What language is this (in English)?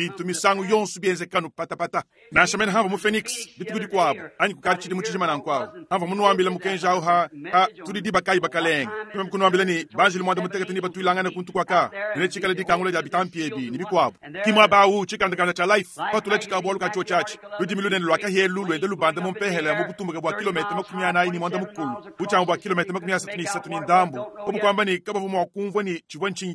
Luba-Lulua